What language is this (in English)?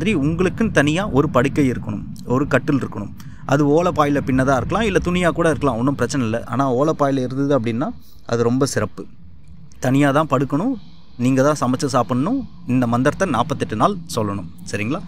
Tamil